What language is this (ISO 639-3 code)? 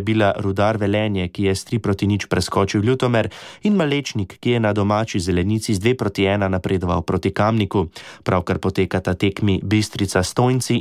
slv